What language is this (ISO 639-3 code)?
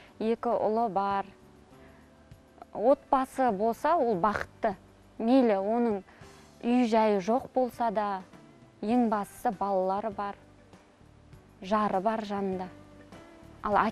kaz